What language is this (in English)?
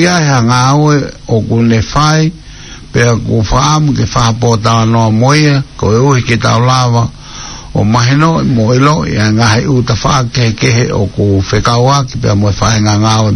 Tongan